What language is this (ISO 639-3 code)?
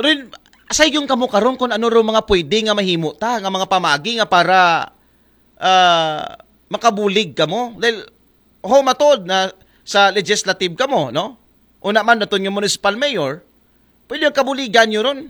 akl